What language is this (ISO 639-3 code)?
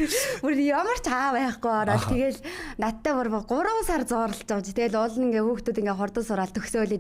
mon